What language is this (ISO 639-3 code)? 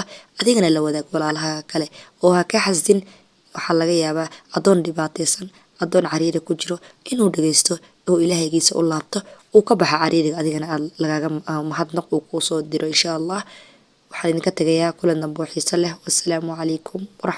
som